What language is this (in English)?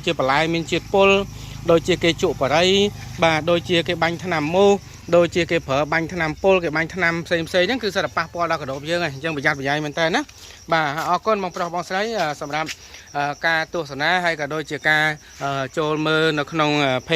Khmer